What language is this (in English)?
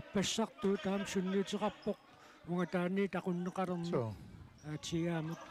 Kalaallisut